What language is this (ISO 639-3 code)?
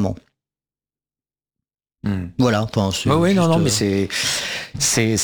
fra